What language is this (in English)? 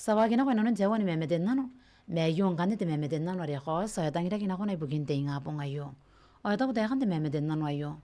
Gilbertese